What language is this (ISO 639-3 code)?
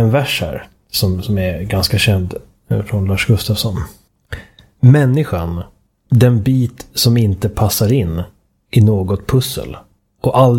swe